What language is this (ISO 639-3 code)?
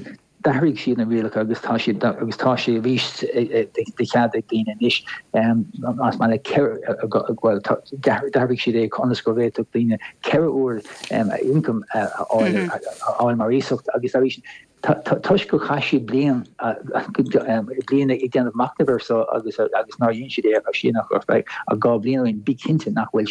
gle